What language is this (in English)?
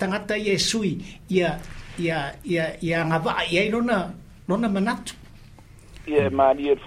Samoan